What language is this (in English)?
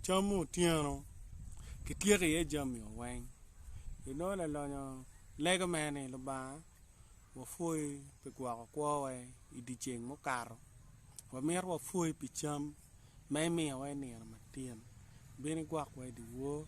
Acoli